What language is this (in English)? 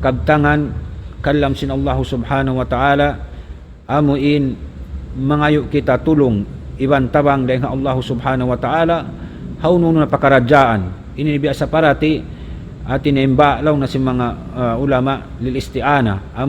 Tausug